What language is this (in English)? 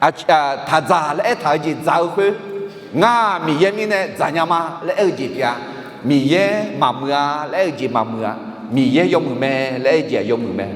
Akha